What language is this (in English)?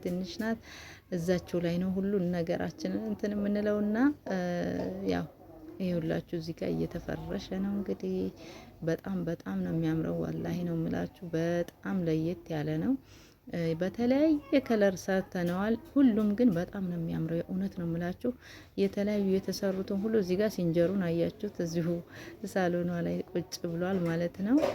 Amharic